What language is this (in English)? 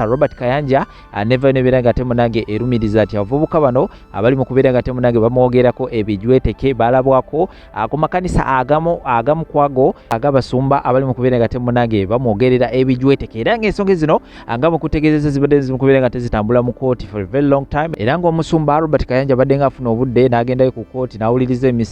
Ganda